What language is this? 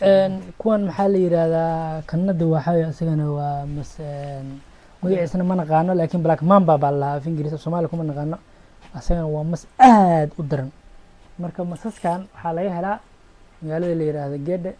Somali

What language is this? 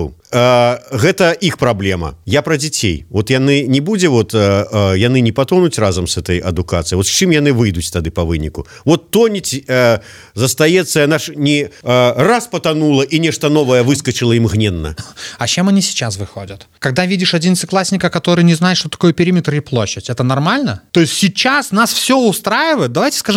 Belarusian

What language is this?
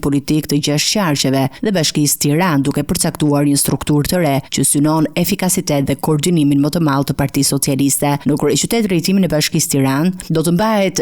Albanian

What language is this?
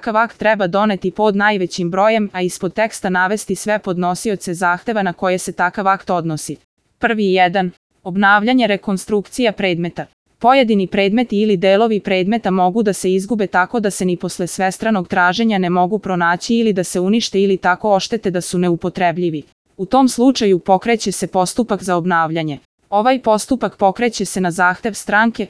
Serbian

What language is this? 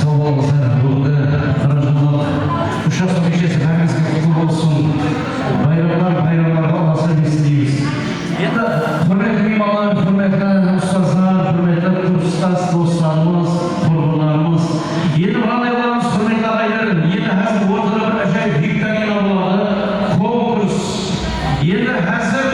Kara-Kalpak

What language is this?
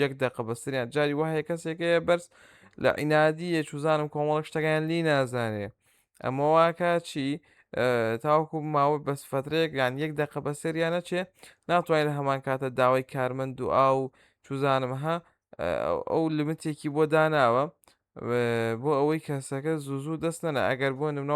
Central Kurdish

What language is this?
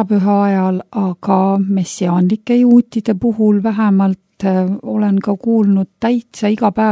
Estonian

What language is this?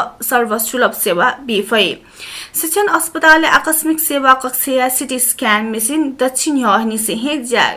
Newari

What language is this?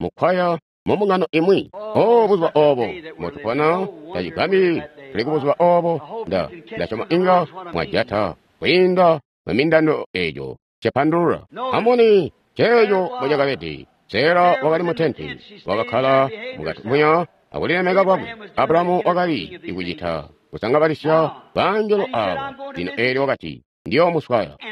Tonga (Zambia)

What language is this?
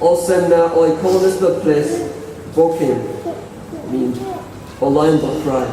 Tok Pisin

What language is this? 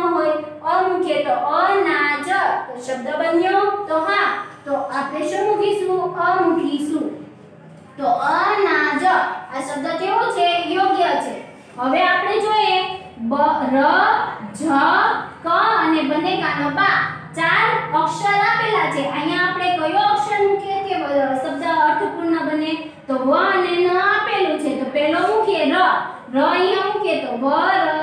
Gujarati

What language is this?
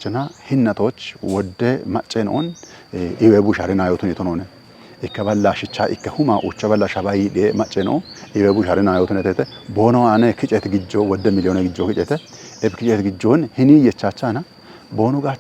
Kafa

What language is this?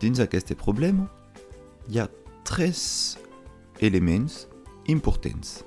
Occitan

